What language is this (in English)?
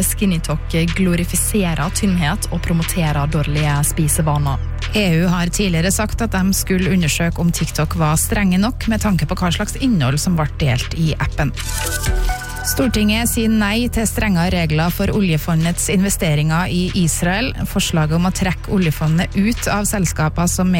Norwegian